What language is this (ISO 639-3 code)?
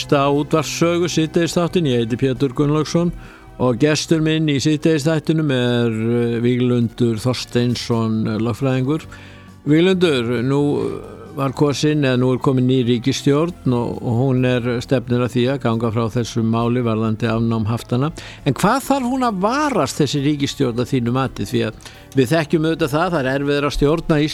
isl